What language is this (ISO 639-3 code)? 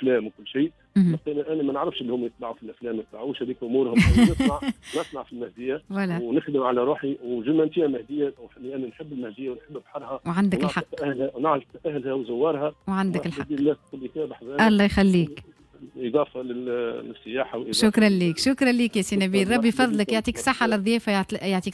aeb